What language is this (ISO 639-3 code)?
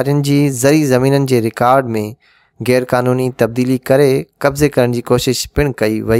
snd